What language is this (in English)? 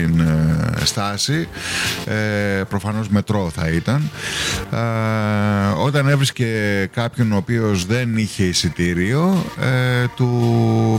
Greek